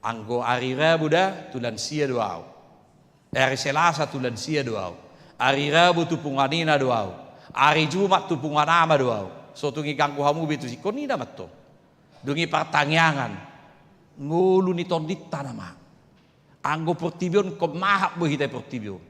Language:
Batak Toba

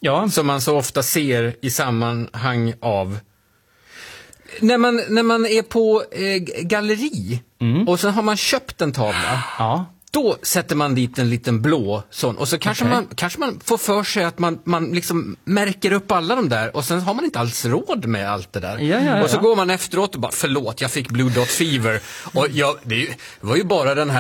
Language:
Swedish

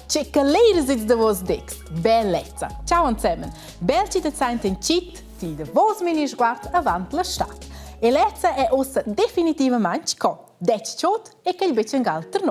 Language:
Romansh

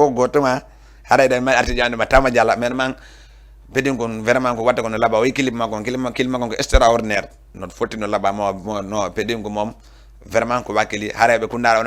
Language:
Fula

